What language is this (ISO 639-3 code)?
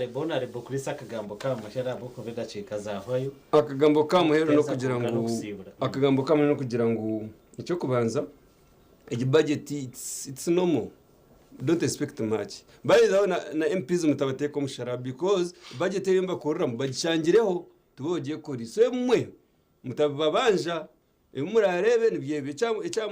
nyn